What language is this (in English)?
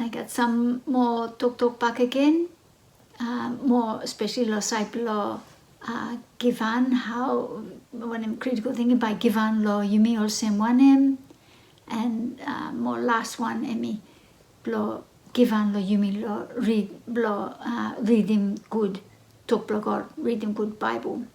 Bislama